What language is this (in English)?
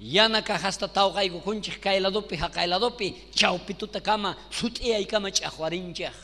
South Bolivian Quechua